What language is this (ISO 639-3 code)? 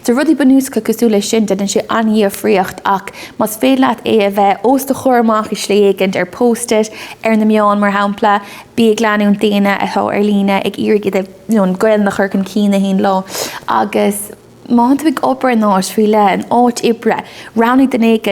gle